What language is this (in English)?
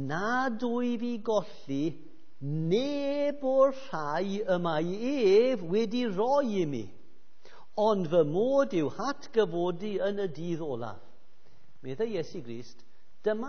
Welsh